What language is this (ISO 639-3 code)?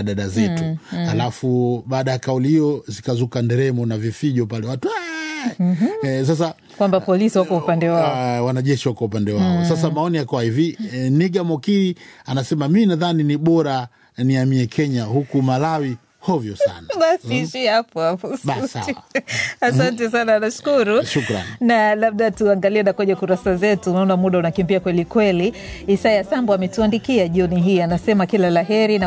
swa